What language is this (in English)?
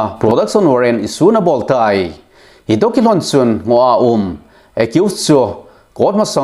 Thado Chin